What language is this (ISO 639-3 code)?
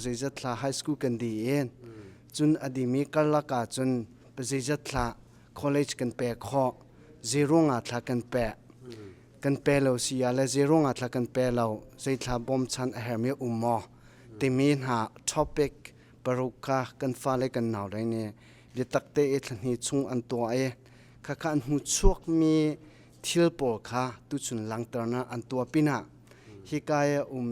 cnh